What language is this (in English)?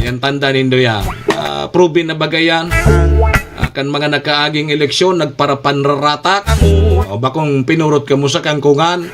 Bikol